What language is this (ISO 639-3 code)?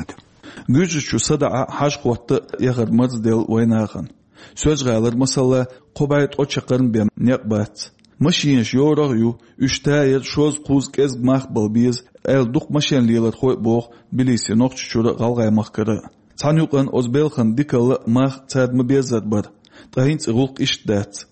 che